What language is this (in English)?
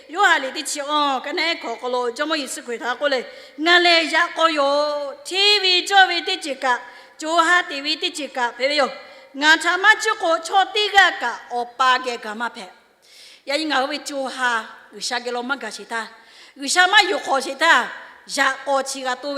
Lahu